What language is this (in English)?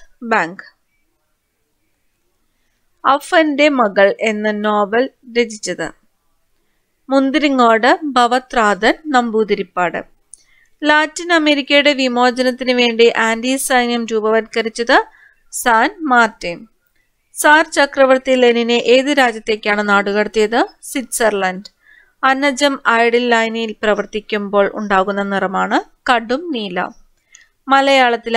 Malayalam